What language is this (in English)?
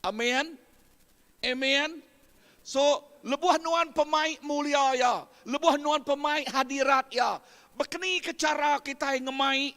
Iban